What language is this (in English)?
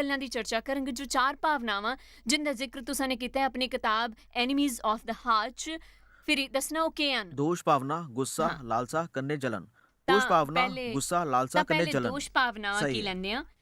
Dogri